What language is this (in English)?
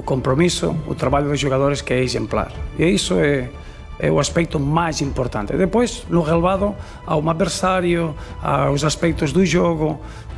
Portuguese